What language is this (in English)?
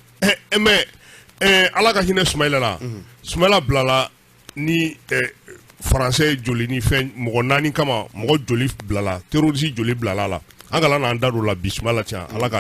Bambara